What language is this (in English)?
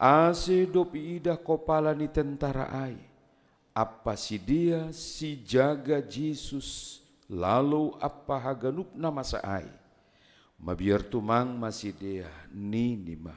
Batak Simalungun